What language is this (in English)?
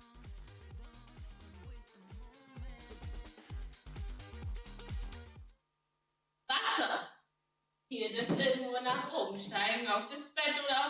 German